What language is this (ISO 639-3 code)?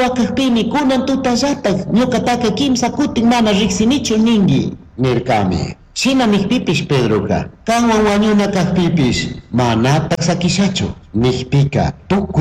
qug